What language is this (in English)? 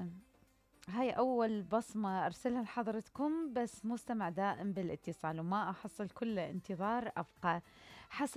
Mesopotamian Arabic